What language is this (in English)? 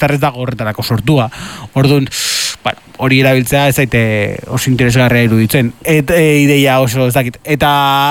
Basque